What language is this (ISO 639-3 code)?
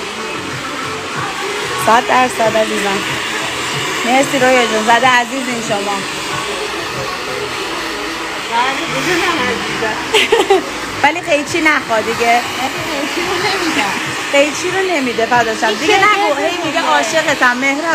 fas